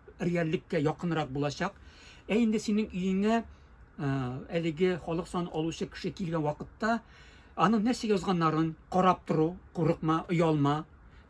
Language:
Tatar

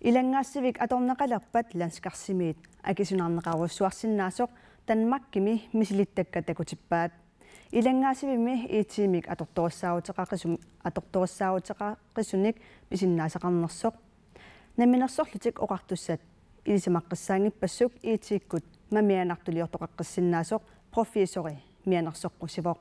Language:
Kalaallisut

